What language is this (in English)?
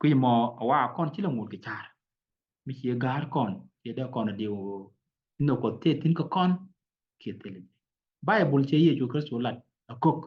Nuer